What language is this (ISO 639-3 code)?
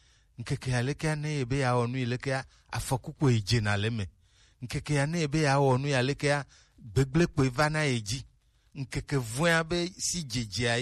gej